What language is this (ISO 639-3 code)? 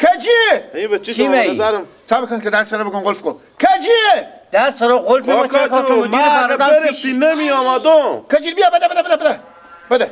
fas